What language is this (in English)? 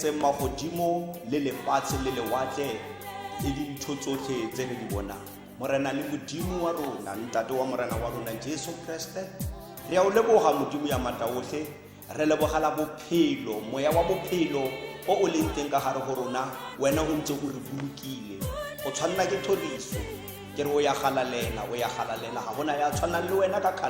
Tswana